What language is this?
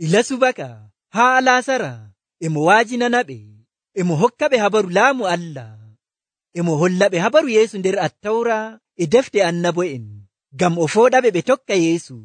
Nigerian Fulfulde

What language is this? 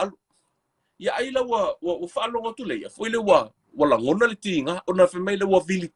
Samoan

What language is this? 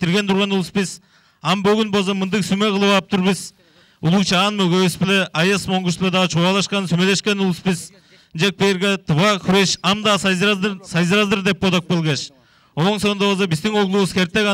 Tuvinian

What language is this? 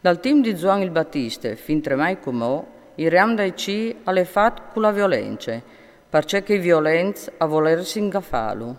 Friulian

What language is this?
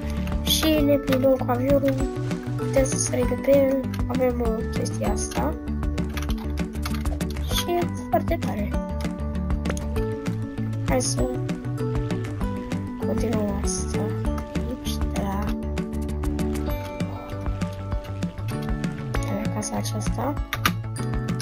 Romanian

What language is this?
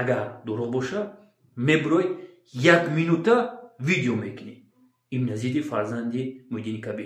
Tajik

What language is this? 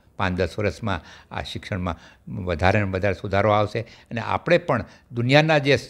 Gujarati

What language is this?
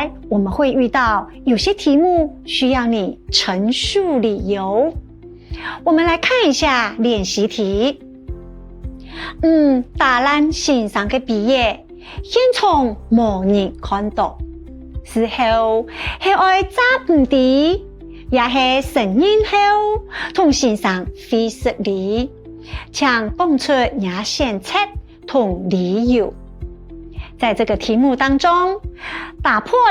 Hakka Chinese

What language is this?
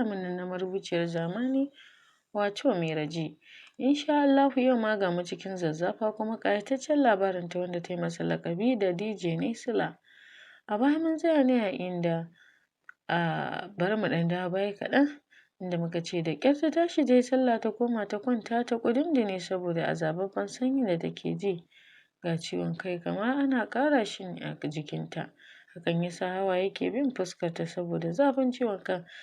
Hausa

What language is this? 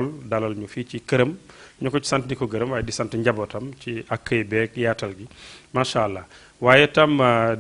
Wolof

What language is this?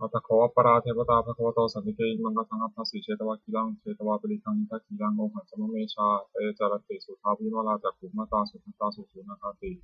Pali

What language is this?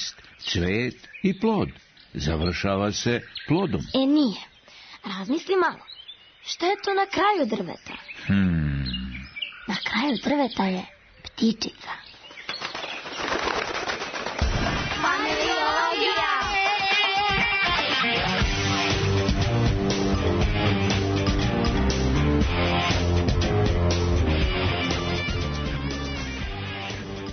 Serbian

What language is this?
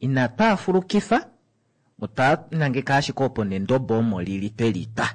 Kuanyama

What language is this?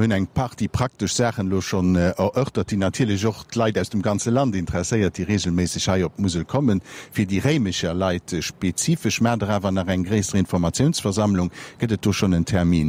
Luxembourgish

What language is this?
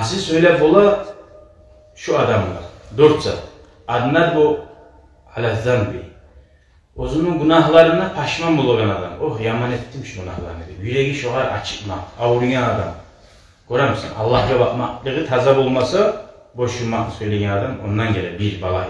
Kumyk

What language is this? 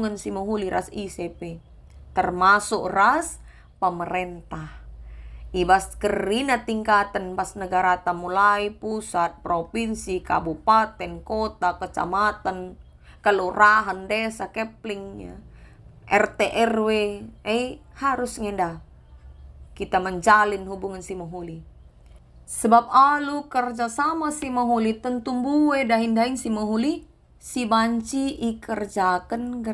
Batak Karo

